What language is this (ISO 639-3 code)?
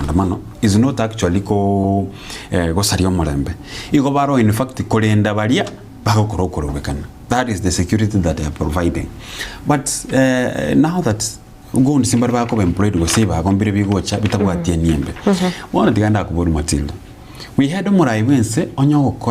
guz